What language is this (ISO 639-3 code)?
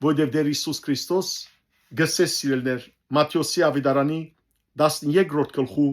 hyw